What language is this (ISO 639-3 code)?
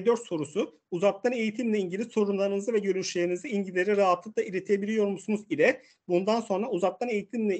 tur